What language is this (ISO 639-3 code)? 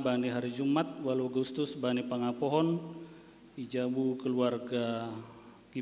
bts